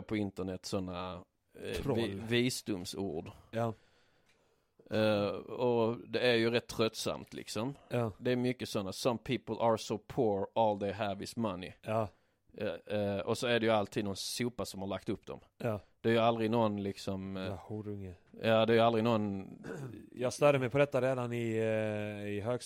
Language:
Swedish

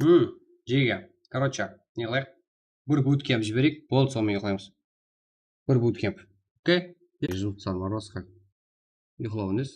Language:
Kara-Kalpak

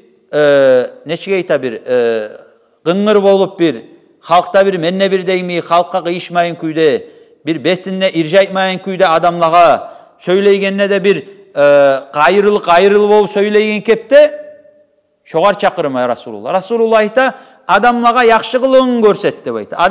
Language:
Kumyk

